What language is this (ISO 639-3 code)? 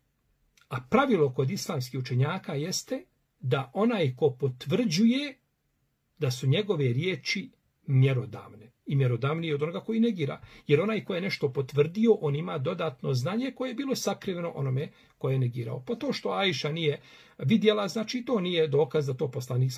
bos